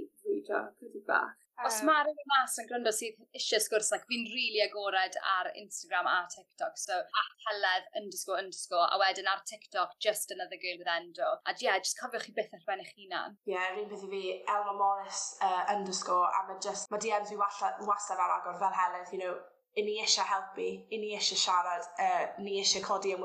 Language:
Welsh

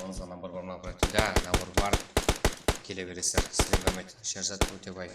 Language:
Kara-Kalpak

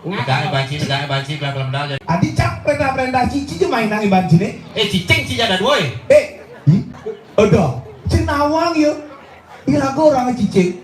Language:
Balinese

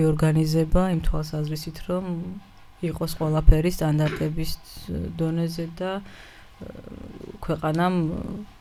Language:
Georgian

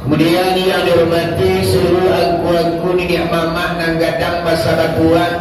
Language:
Minangkabau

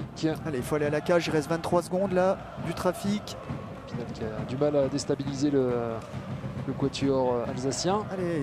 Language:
French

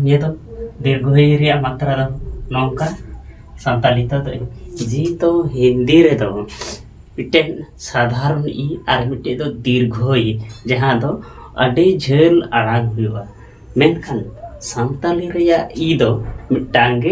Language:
Santali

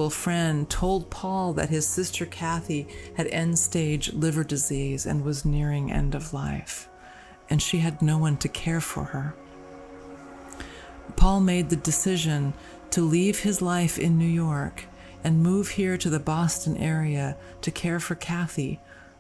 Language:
English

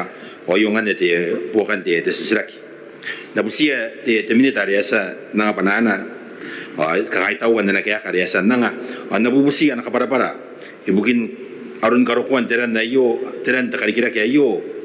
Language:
Gilbertese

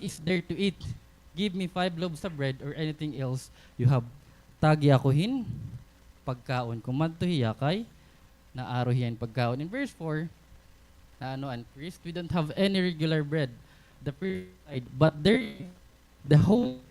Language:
Waray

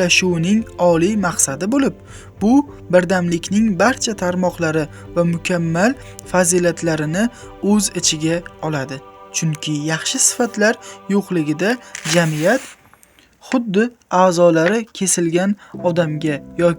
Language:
Uzbek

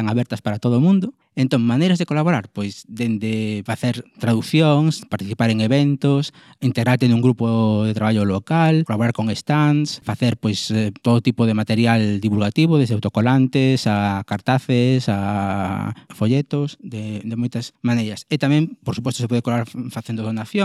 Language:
Galician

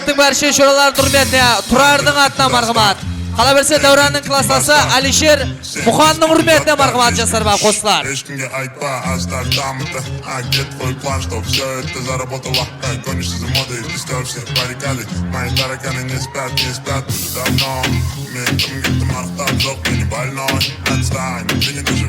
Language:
Kara-Kalpak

